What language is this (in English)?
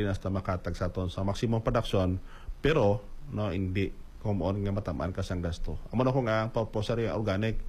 Hiligaynon